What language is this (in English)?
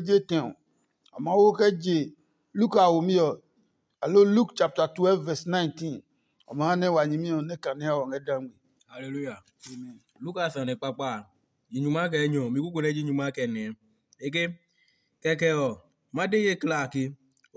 Adangme